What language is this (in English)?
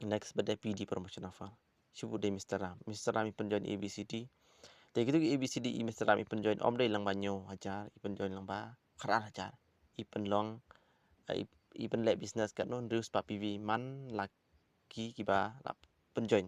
Khasi